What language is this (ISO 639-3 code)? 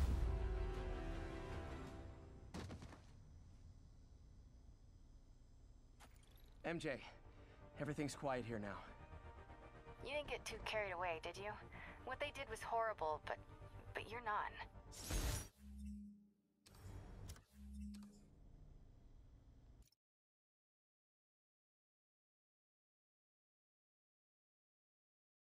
eng